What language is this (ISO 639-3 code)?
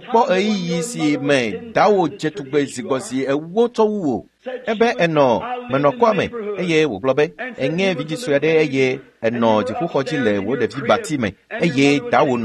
ewe